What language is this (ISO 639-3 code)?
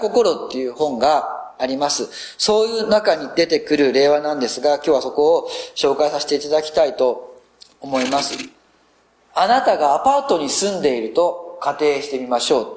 jpn